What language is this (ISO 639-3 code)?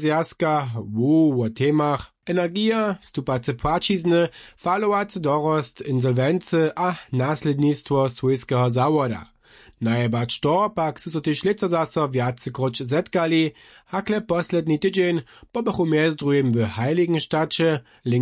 hsb